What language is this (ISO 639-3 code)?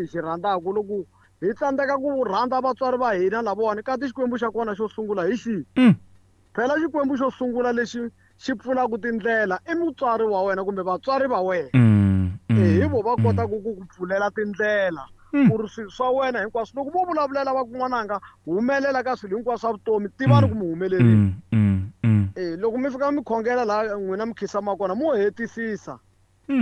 tso